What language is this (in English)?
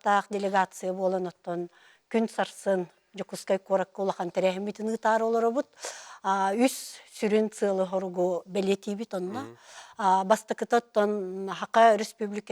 Yakut